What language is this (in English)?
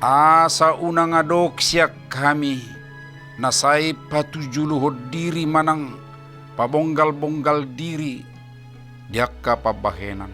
Batak Toba